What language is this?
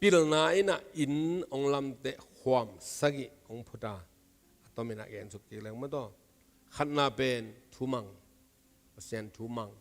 Tedim Chin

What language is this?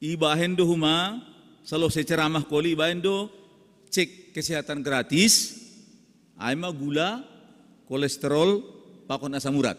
Batak Simalungun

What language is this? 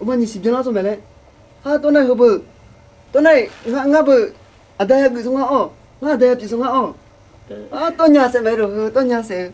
Akha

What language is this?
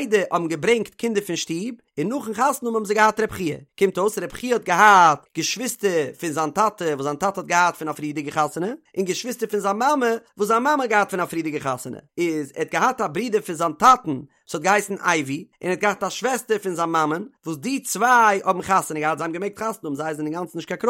Yiddish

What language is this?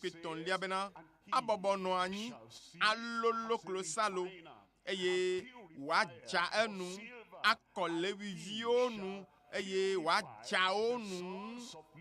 Ewe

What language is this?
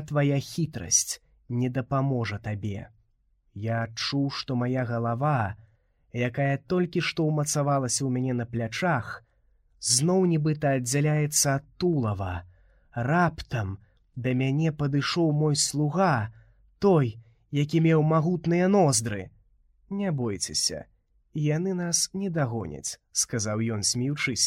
Belarusian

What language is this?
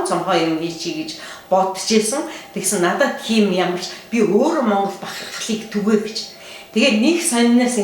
Mongolian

